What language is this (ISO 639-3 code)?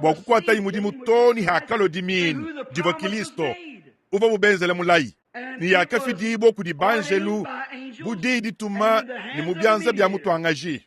lua